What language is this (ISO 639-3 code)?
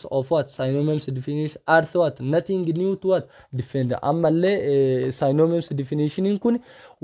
orm